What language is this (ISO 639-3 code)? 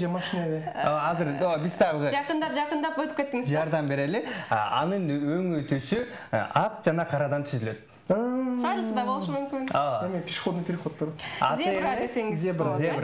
kir